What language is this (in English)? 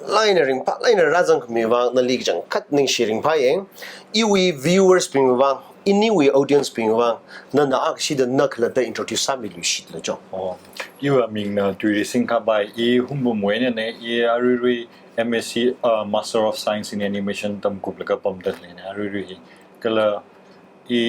Tangkhul Naga (India)